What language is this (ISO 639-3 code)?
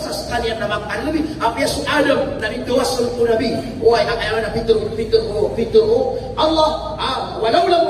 mrw